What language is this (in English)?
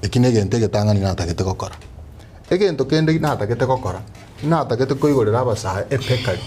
Gusii